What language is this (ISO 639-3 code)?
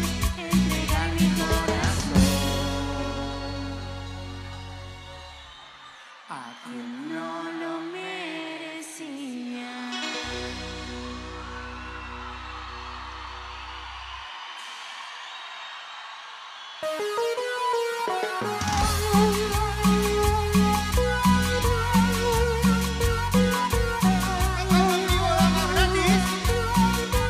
spa